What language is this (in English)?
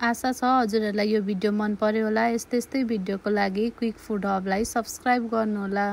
Nepali